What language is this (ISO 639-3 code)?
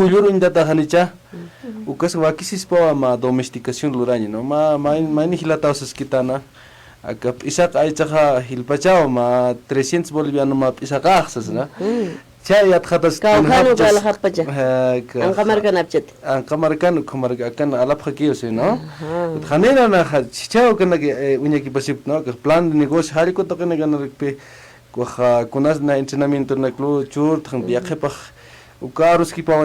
aym